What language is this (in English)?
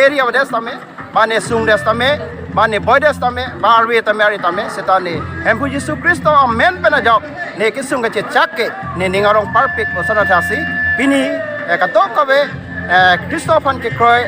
Karbi